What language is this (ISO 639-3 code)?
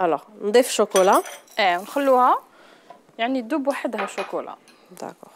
arq